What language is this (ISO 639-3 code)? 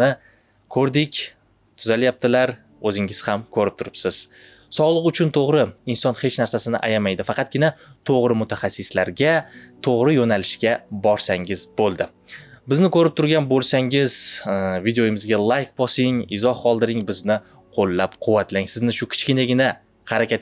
uzb